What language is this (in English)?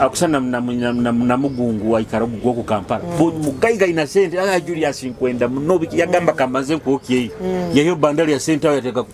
Nyoro